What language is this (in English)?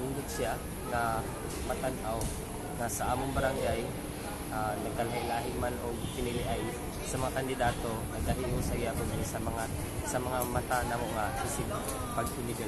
Cebuano